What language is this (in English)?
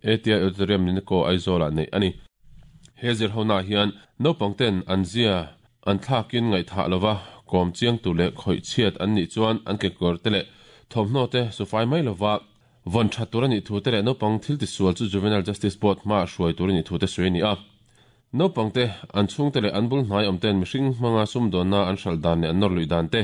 Mizo